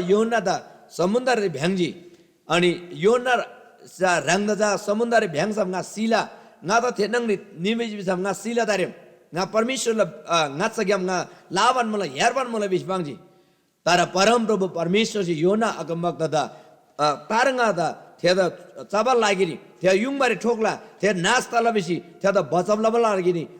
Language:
Eastern Tamang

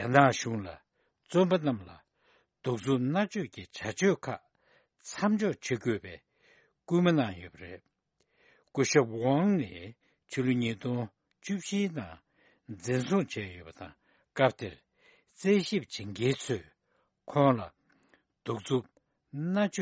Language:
Tibetan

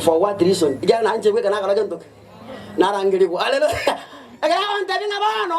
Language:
Gusii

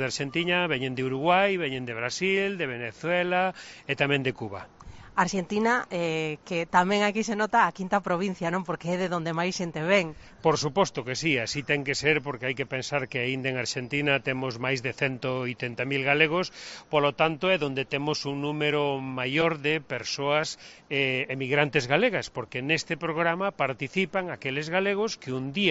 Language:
Galician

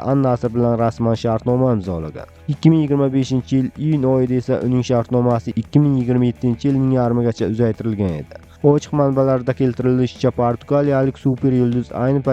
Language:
Uzbek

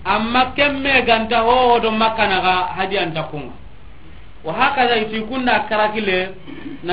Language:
Soninke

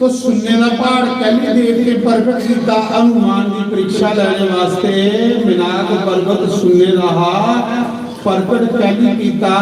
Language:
Dogri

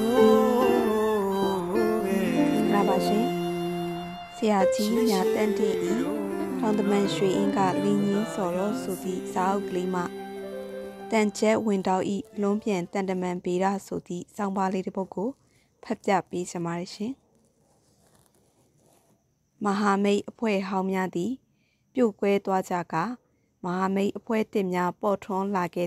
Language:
Burmese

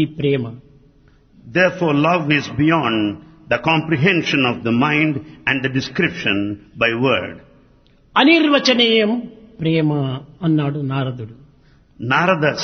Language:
Telugu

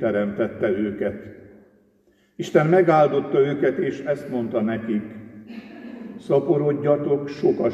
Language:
Hungarian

